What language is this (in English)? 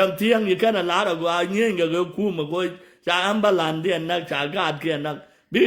Nuer